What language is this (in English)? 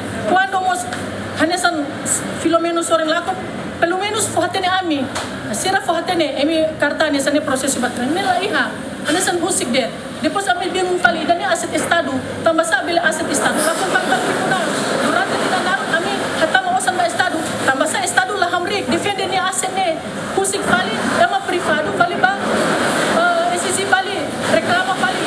Tetum